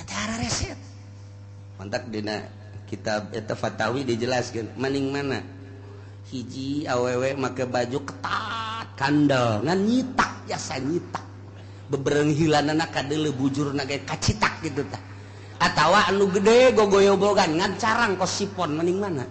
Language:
Sundanese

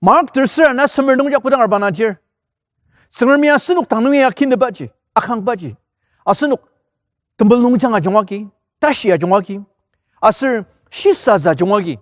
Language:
Ao Naga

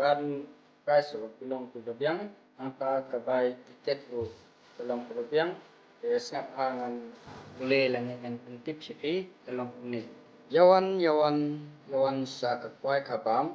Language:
Khasi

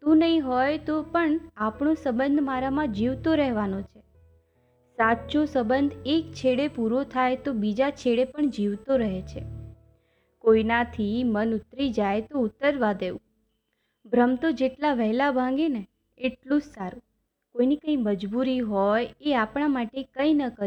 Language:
Gujarati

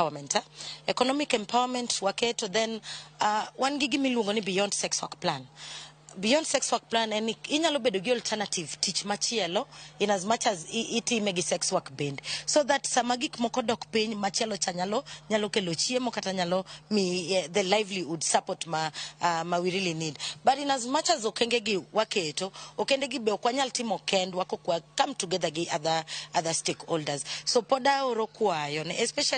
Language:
Luo (Kenya and Tanzania)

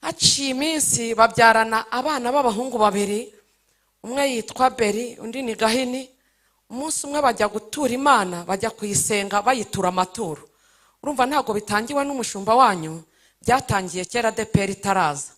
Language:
Kinyarwanda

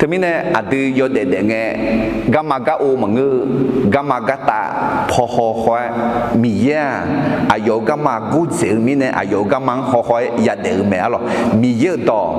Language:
Akha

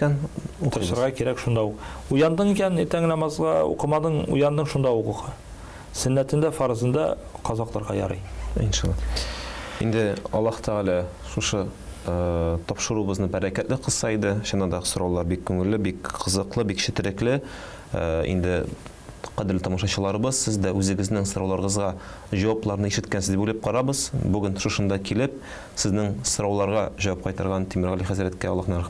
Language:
Tatar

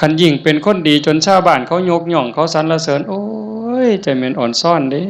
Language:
Northeastern Thai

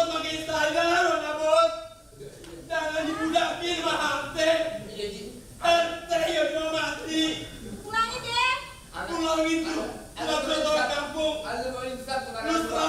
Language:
Betawi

